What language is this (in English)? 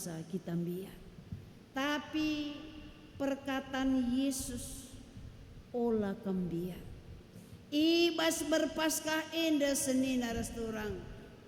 Batak Karo